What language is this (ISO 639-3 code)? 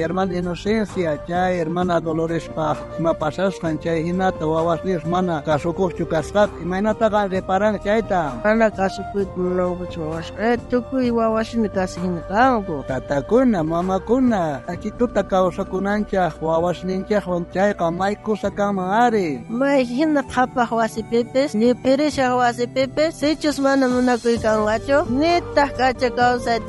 quh